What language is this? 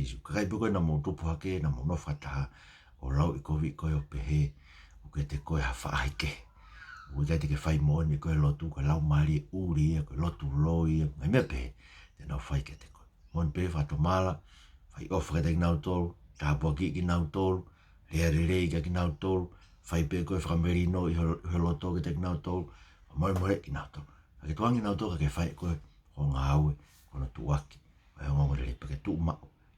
Tongan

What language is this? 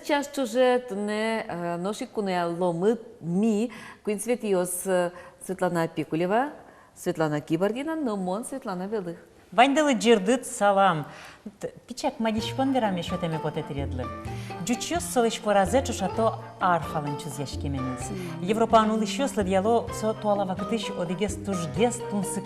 Udmurt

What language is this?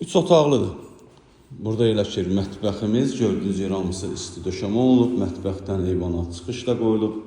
Azerbaijani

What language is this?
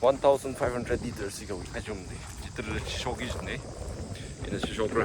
Tangkhul Naga (India)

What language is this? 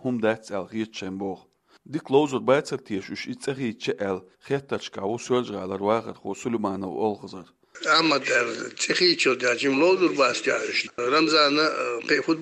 Chechen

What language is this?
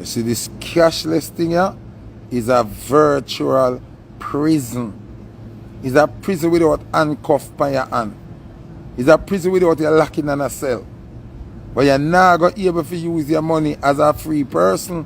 Jamaican Creole English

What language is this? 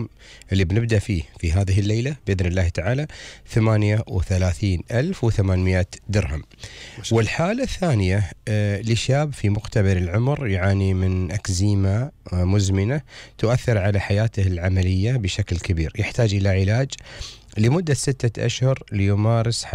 Gulf Arabic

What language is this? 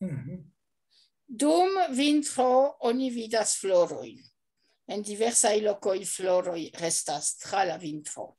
Esperanto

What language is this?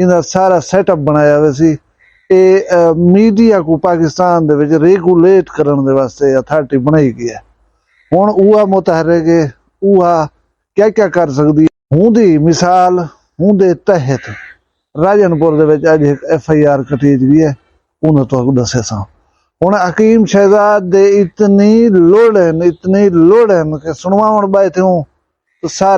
Saraiki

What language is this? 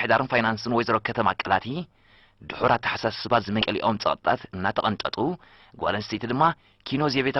Tigrinya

